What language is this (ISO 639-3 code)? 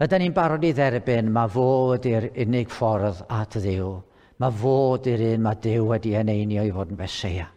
cym